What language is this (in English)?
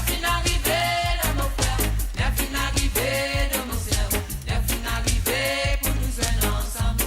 Morisyen